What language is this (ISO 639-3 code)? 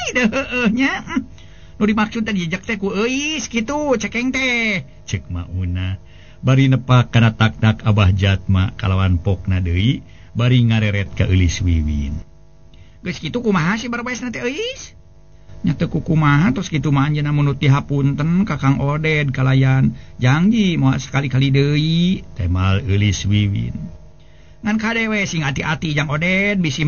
sun